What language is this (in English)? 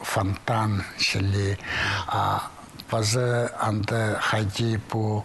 Khakas